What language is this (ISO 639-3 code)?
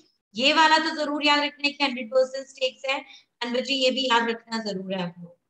hin